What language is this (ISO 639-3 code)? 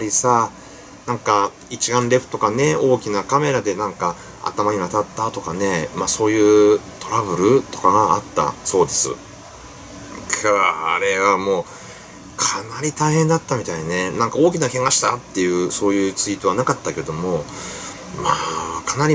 jpn